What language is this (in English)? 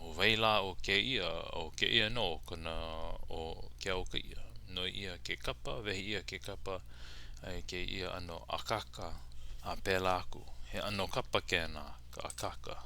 Hawaiian